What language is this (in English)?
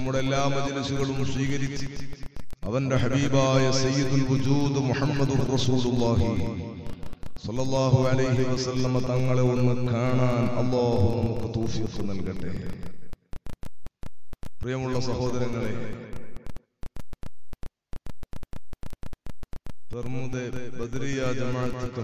Malayalam